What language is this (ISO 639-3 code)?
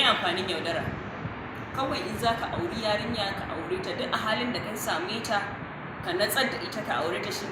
hau